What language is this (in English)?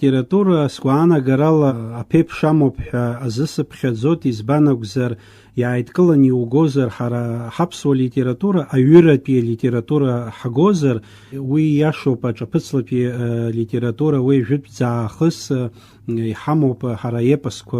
Abkhazian